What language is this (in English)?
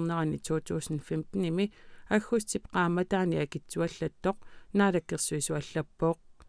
Kalaallisut